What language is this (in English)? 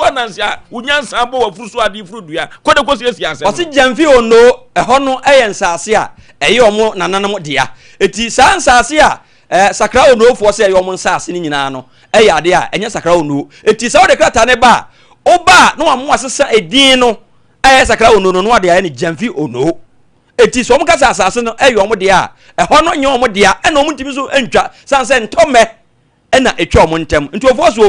Akan